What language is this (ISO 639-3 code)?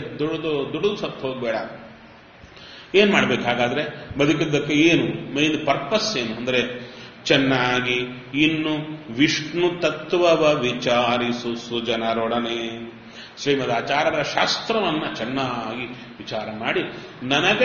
kan